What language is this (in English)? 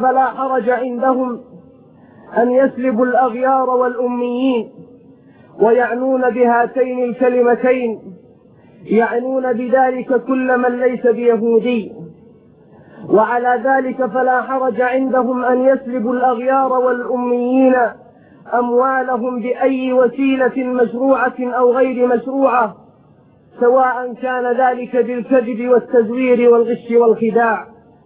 Arabic